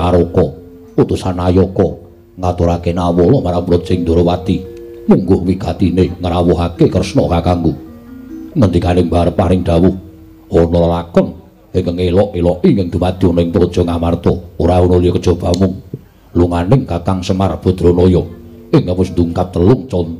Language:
Javanese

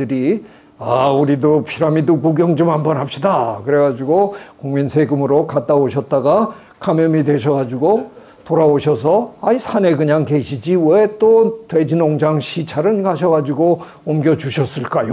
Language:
Korean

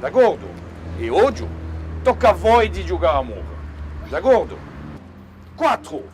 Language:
Corsican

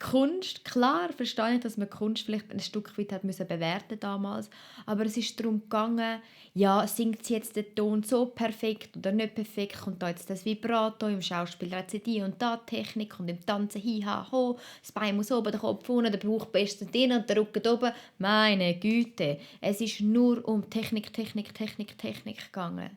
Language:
Swiss German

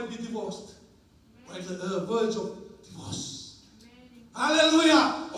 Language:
Fijian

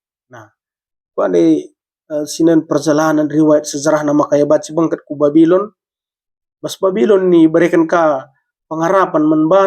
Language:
Batak Karo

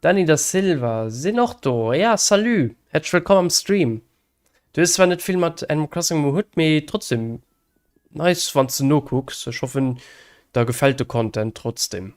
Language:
Luxembourgish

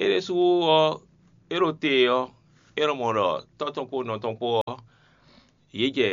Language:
Fon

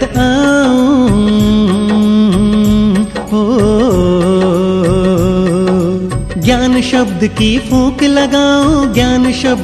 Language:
Hindi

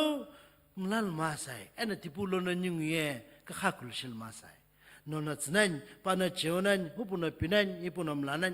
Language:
Sumi Naga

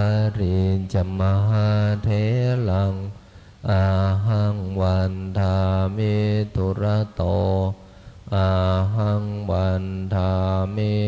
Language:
Pali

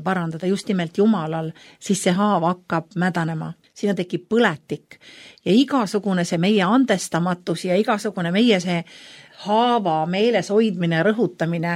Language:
Estonian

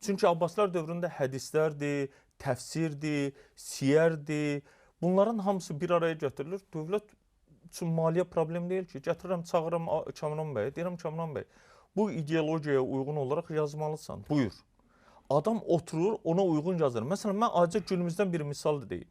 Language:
Azerbaijani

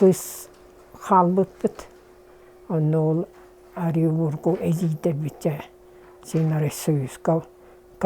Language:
Yakut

